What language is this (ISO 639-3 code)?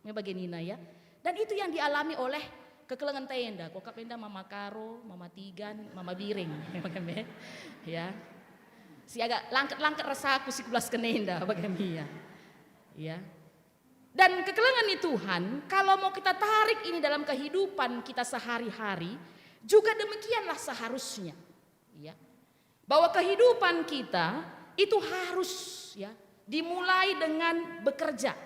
btx